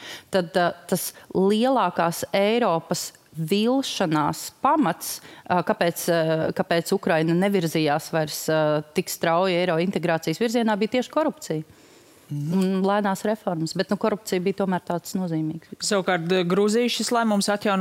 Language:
Latvian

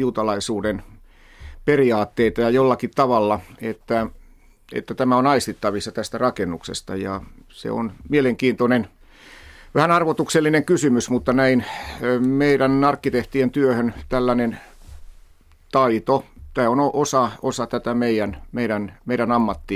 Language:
Finnish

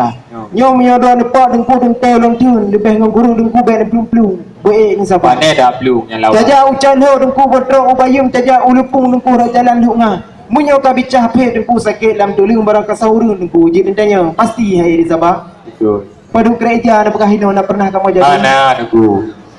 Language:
Achinese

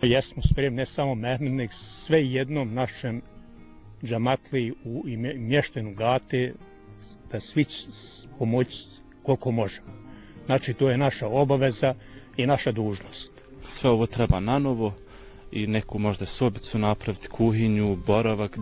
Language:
Bosnian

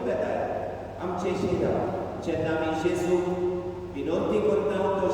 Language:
Konkani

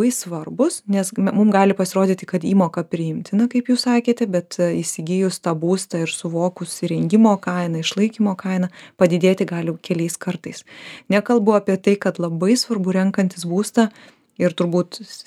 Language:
Lithuanian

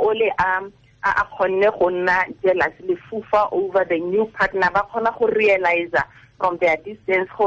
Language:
Tswana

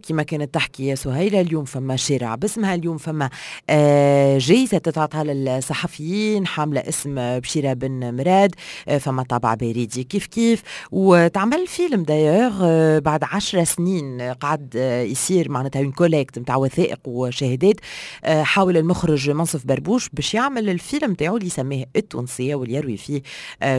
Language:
Tunisian Arabic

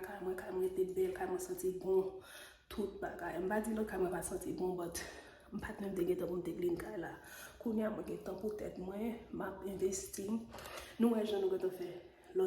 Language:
Haitian Creole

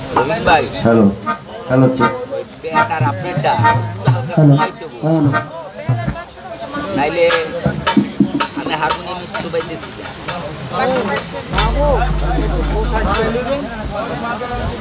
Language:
Bangla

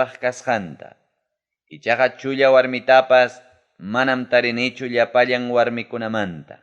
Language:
Ayacucho Quechua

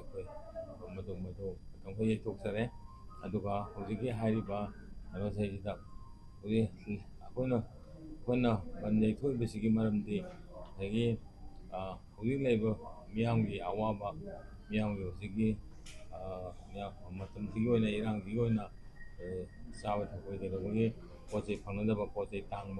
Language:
Manipuri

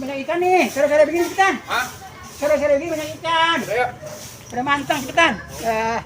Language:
Betawi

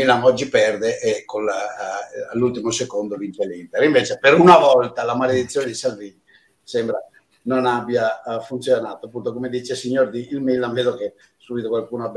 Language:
Italian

